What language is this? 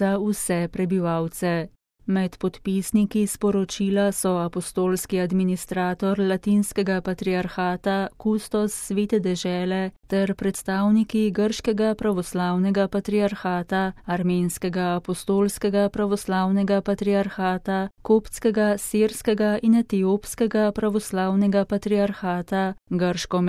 Slovenian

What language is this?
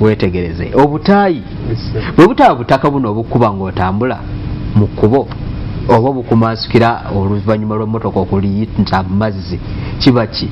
Ganda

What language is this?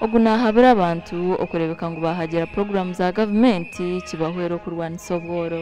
Nyankole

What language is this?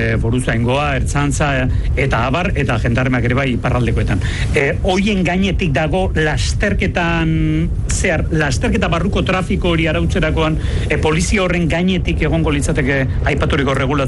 Basque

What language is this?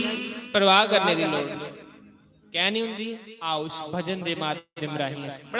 Dogri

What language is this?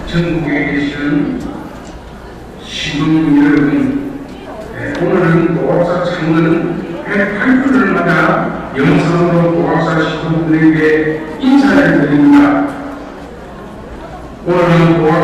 Korean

